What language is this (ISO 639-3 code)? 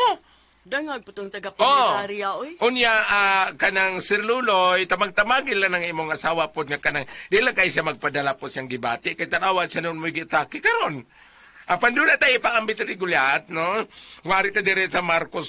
ceb